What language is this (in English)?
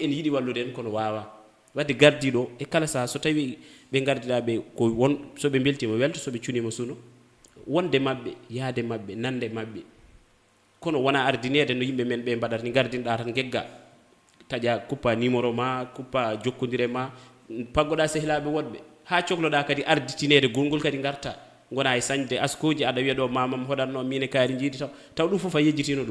Fula